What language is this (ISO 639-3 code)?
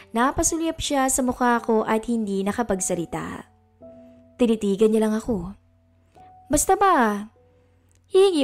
fil